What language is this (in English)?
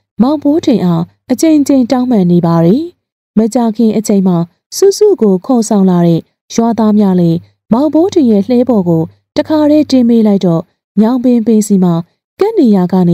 Burmese